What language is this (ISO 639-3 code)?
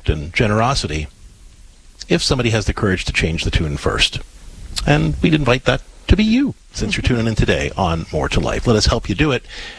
eng